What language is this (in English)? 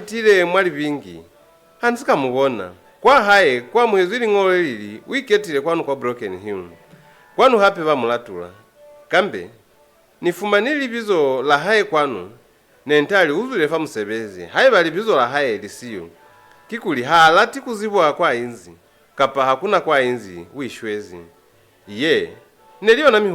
Lozi